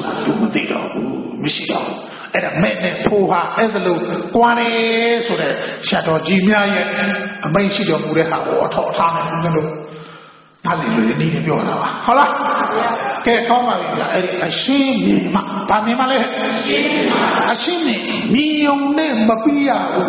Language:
Burmese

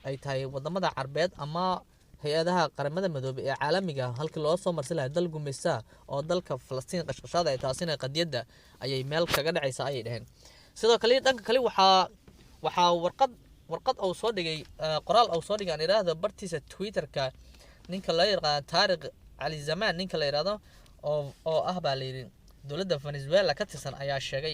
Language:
Somali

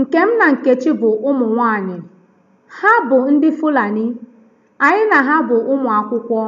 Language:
Igbo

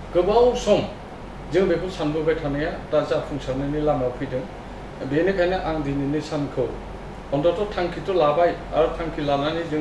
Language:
Bodo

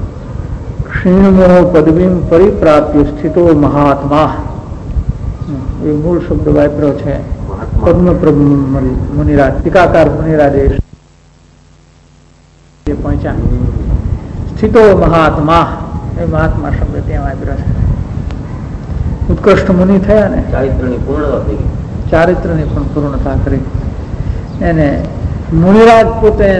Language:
Gujarati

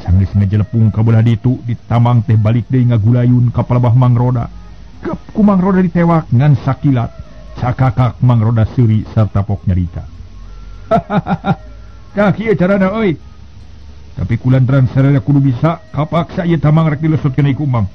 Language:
Sundanese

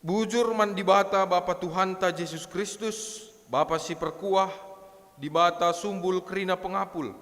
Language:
Batak Karo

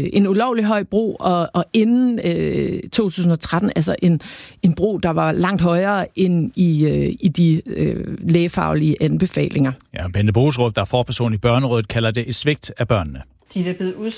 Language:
Danish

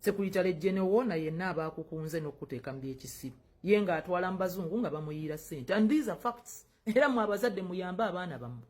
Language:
Ganda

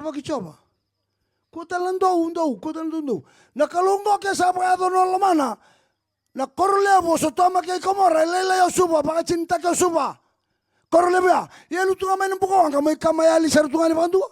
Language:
Fijian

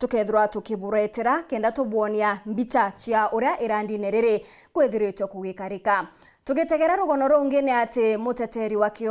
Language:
Meru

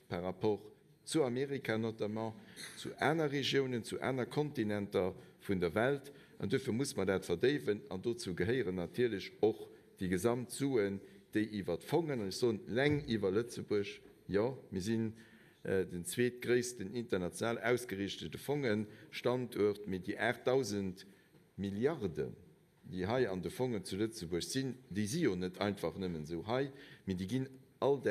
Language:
Luxembourgish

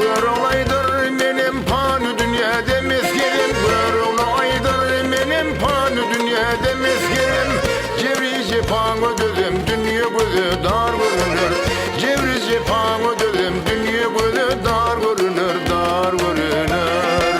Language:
Turkmen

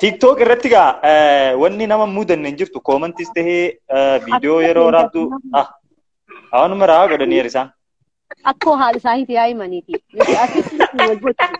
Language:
Oromo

